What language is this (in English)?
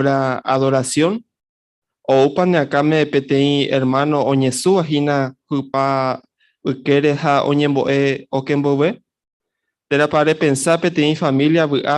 Guarani